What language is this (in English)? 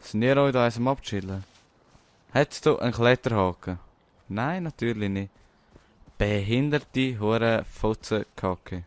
Swiss German